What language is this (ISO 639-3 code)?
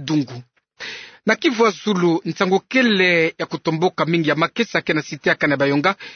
ktu